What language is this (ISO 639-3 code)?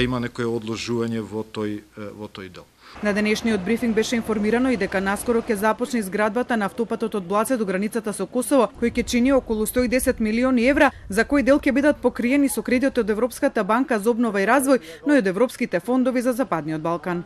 mkd